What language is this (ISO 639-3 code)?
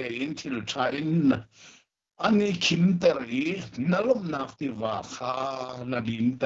cnh